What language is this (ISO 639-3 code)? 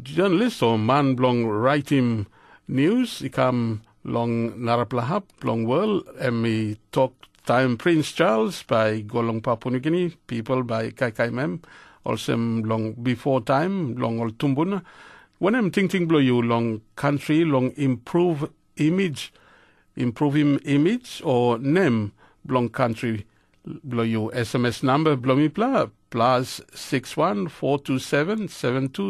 tpi